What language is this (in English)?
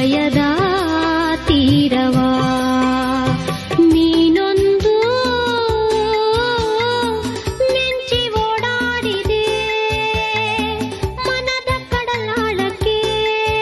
Kannada